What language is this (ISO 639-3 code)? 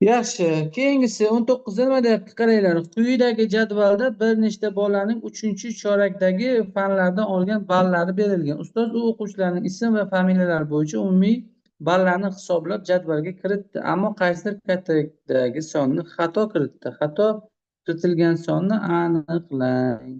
uzb